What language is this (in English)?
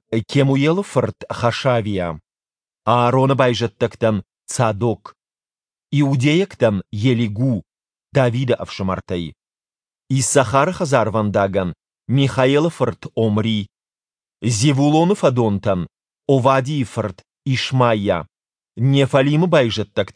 Ossetic